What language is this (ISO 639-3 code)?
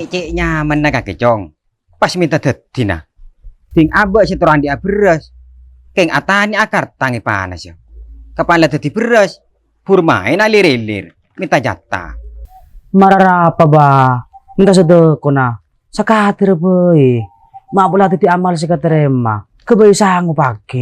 mad